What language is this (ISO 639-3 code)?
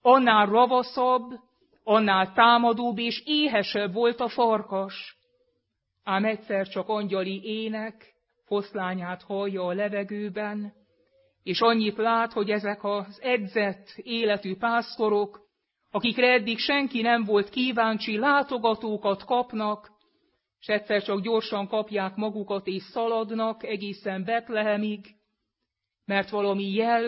hun